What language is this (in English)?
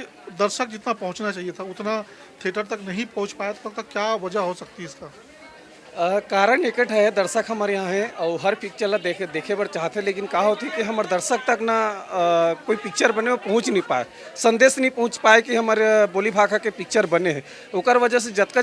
Chhattisgarhi